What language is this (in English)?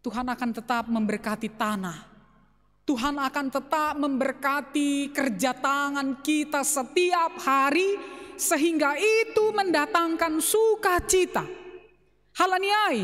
Batak Simalungun